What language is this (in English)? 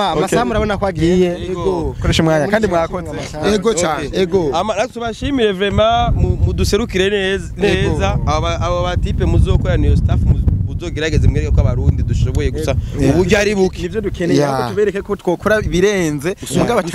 Rundi